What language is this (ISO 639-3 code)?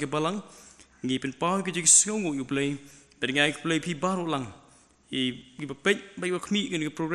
kha